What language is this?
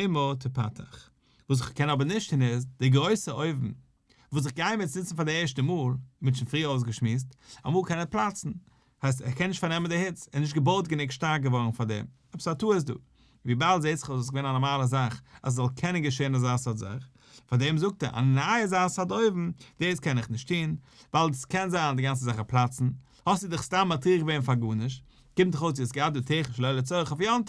Yiddish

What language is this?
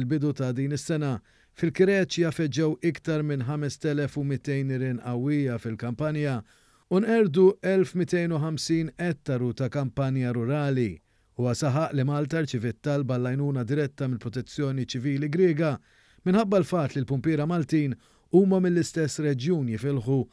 Maltese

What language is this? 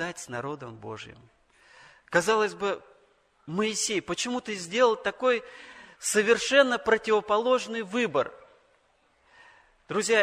Russian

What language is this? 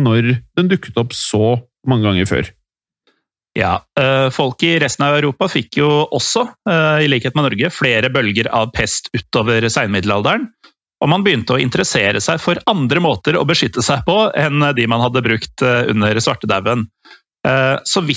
Norwegian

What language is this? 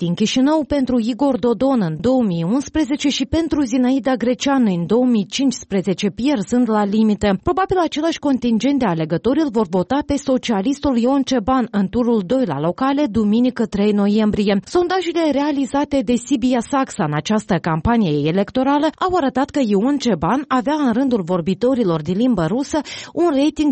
Romanian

